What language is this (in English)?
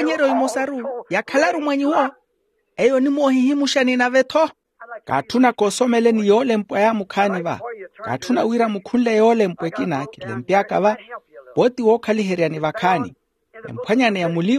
Makhuwa